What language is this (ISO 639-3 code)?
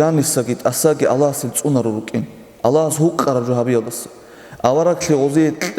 ava